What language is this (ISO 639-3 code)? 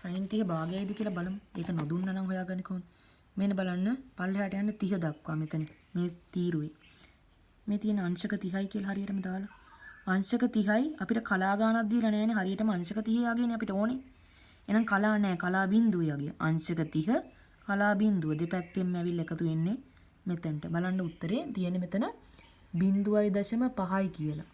sin